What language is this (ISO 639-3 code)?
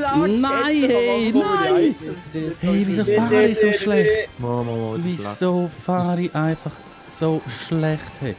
gsw